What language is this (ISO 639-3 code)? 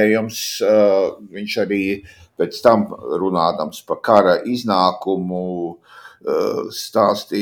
lav